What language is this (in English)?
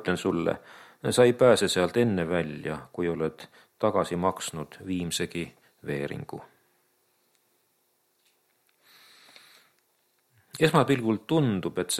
Estonian